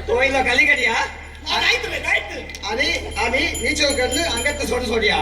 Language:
Konkani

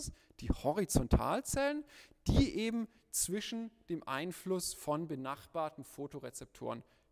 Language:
German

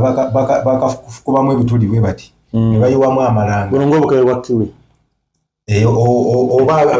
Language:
Ganda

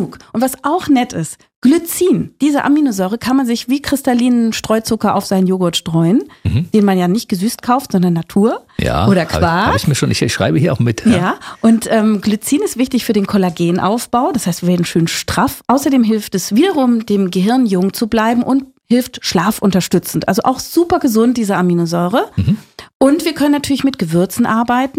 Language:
German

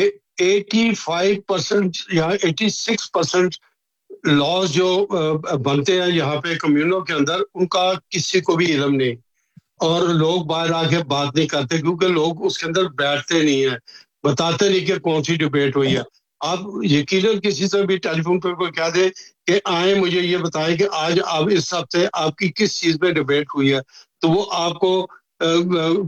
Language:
Urdu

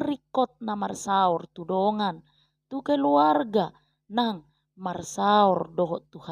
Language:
Batak Toba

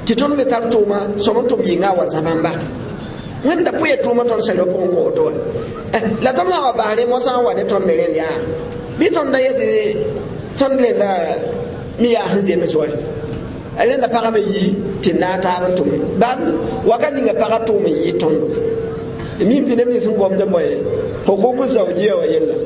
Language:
Mossi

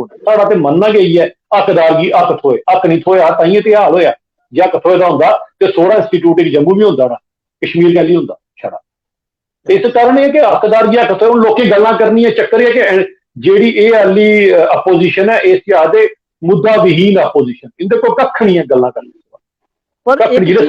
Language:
Dogri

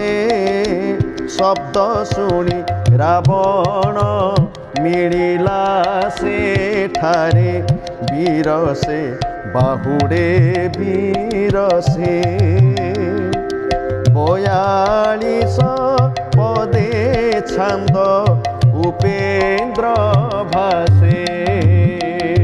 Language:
Odia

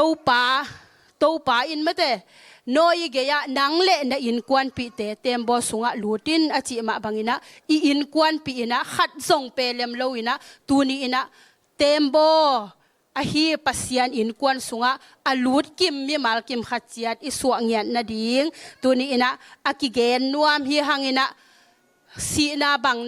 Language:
Tedim Chin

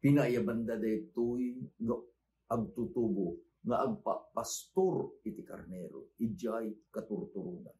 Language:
Iloko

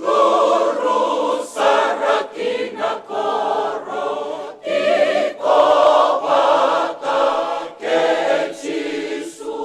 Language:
Fijian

